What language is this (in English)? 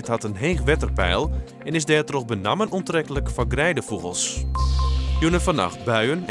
Western Frisian